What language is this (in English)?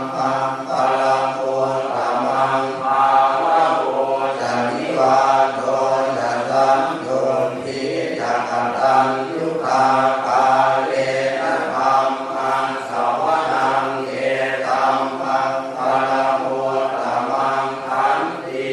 Pali